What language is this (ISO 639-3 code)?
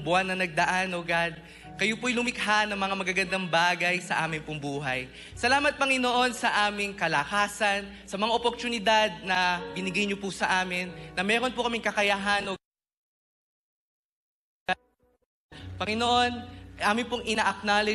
fil